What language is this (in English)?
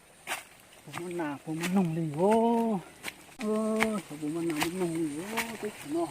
Hmong